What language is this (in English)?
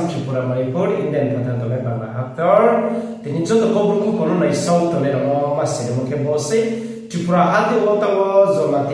Riang (India)